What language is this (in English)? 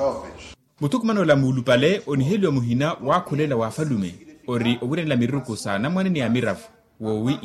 Makhuwa